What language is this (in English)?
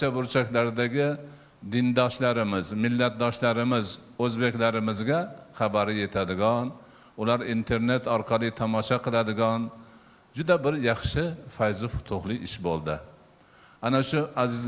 Uzbek